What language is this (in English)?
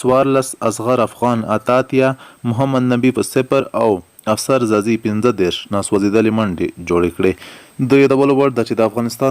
Pashto